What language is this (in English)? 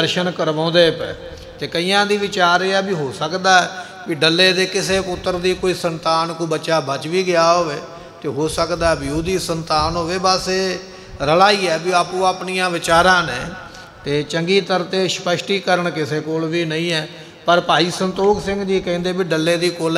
Punjabi